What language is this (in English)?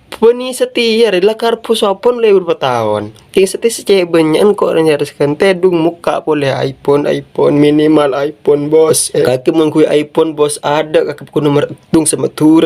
Madurese